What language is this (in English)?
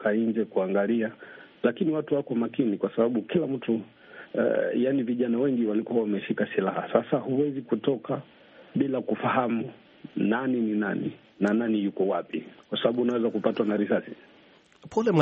Swahili